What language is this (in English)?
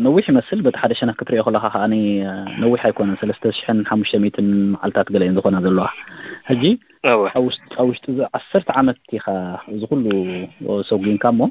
Tigrinya